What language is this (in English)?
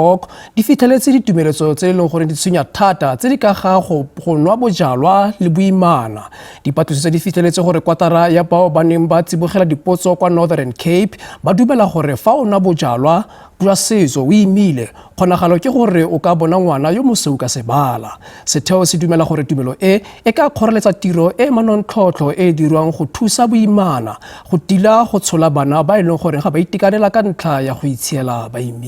Tswana